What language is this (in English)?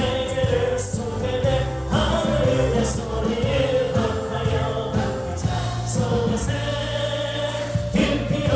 Korean